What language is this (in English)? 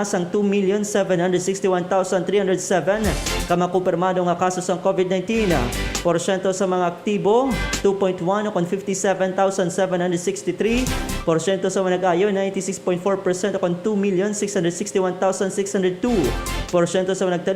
Hiligaynon